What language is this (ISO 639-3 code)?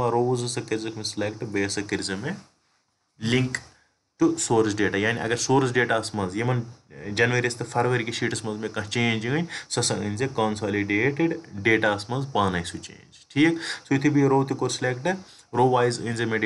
kas